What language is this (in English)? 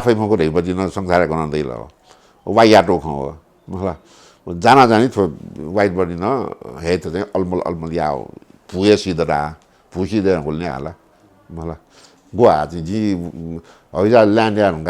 Newari